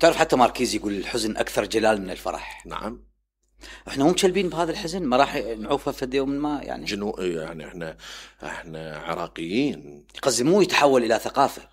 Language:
Mesopotamian Arabic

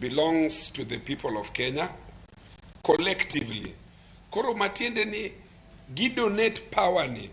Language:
Luo (Kenya and Tanzania)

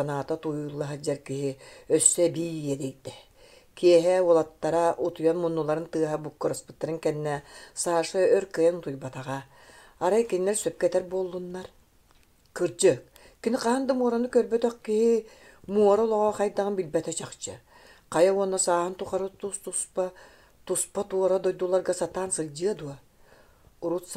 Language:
Yakut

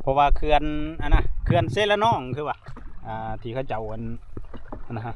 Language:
Northeastern Thai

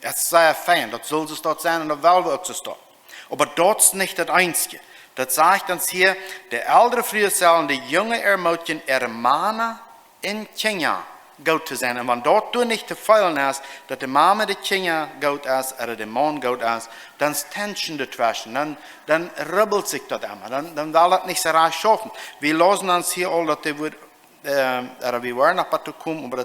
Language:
Plautdietsch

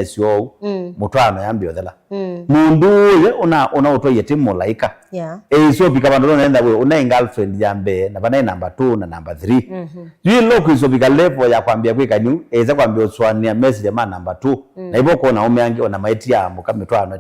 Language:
Kamba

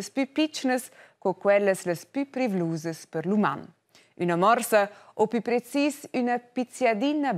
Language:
Romansh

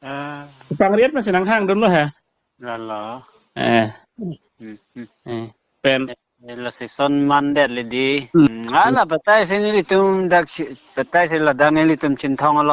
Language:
Karbi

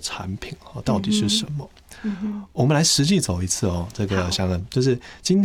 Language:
Chinese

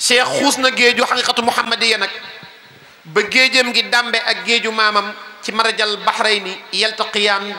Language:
Wolof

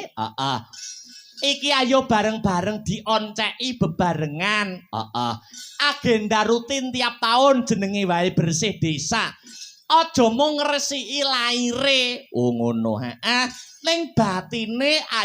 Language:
Javanese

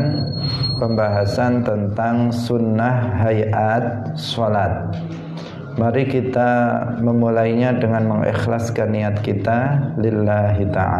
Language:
Indonesian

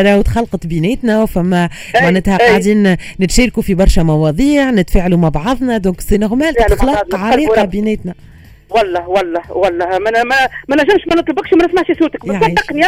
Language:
Tunisian Arabic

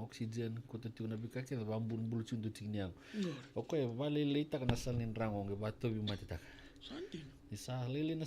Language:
Fijian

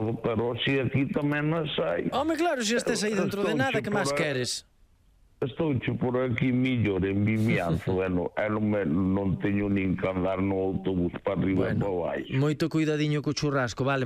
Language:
Galician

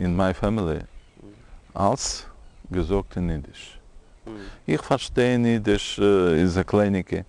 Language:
Yiddish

